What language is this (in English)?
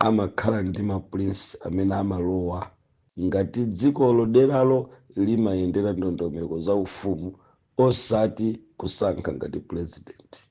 Nyanja